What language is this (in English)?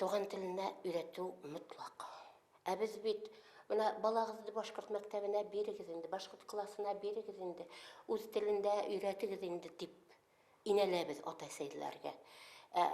Bashkir